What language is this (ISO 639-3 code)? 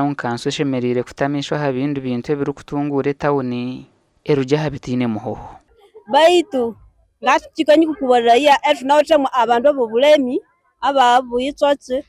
nyn